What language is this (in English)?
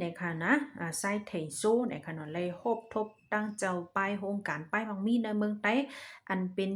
Shan